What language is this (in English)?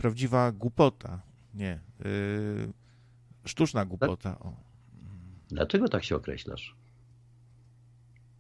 Polish